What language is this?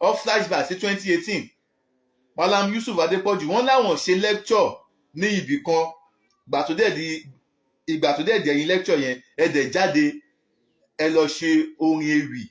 Yoruba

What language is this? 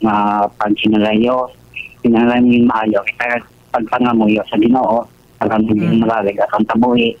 Hiligaynon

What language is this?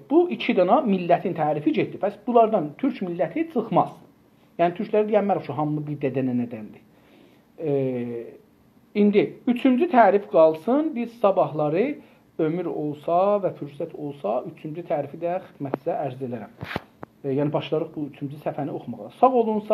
South Azerbaijani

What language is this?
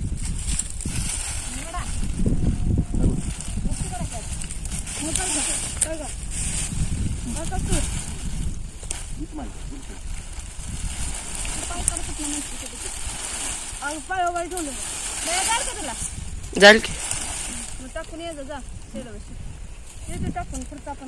Marathi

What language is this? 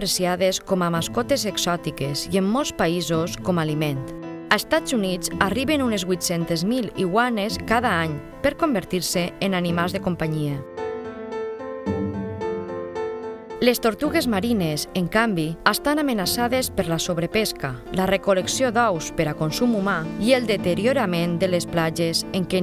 Catalan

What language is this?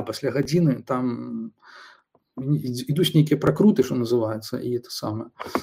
Belarusian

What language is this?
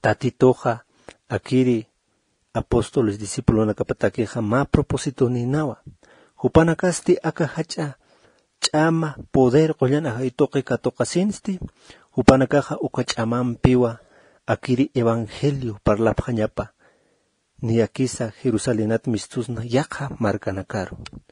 Aymara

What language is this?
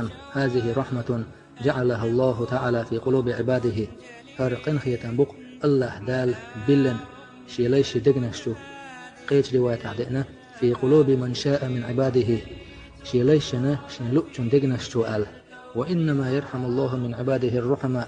Chechen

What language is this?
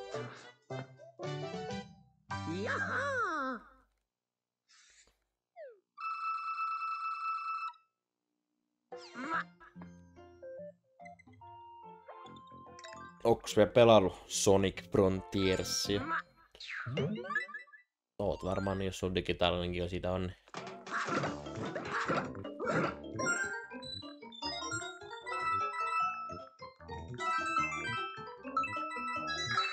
Finnish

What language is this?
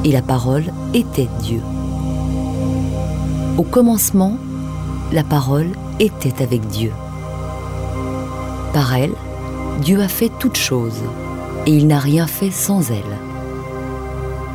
French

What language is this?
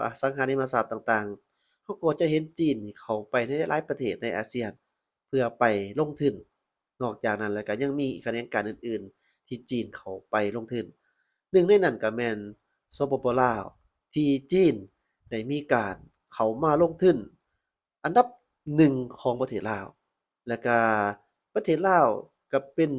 Lao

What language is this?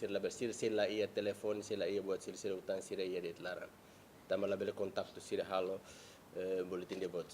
Tetum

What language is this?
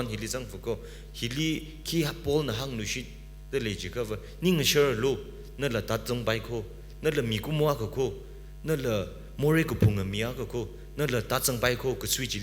Tangkhul Naga (India)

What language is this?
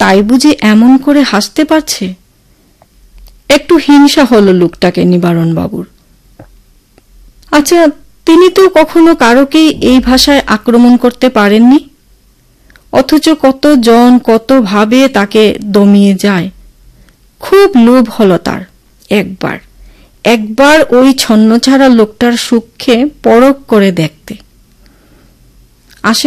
Bangla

